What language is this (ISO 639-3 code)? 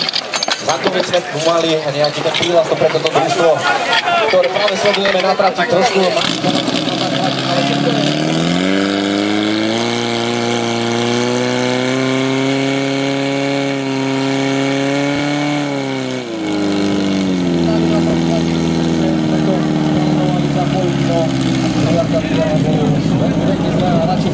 slk